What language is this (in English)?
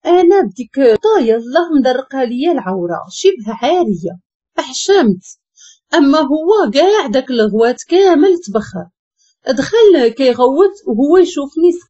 Moroccan Arabic